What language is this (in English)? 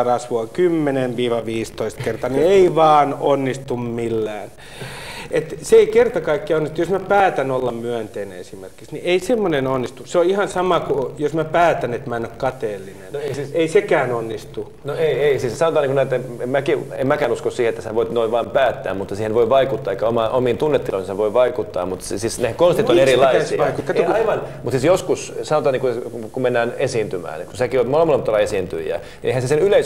Finnish